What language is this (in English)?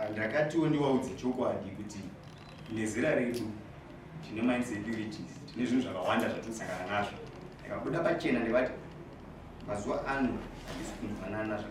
Shona